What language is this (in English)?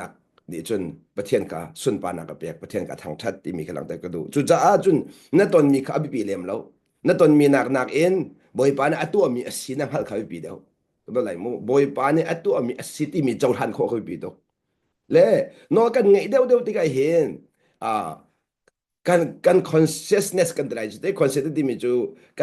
Hakha Chin